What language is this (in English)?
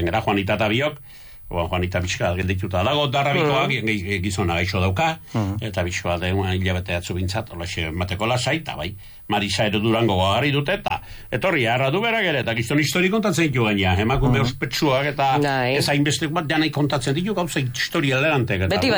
Basque